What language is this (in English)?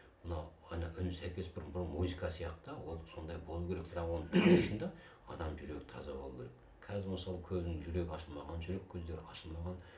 Kazakh